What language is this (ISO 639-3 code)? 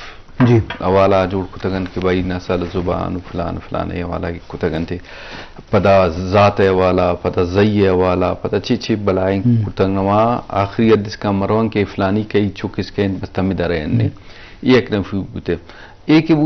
bgp